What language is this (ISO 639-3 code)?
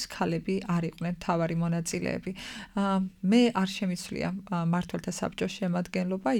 kat